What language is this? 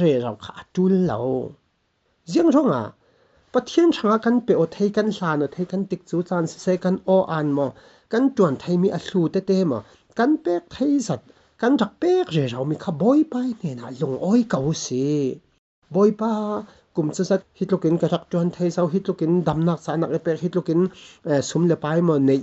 Falam Chin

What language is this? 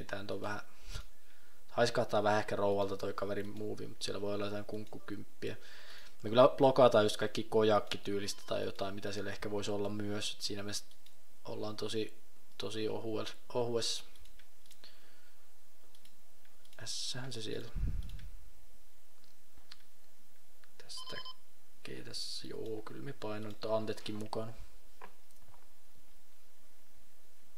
Finnish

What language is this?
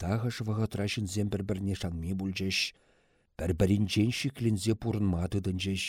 Chuvash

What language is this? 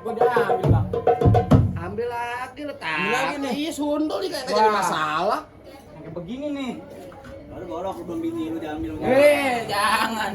Betawi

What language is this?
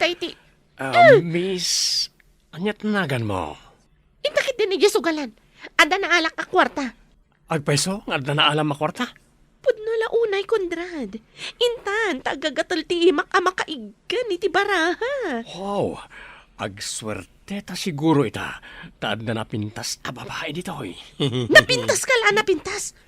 Iloko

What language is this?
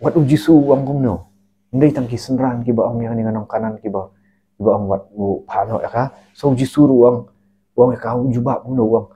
Khasi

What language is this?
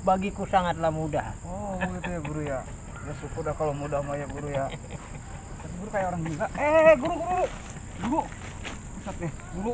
Betawi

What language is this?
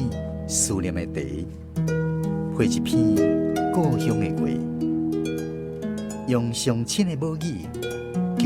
Min Nan Chinese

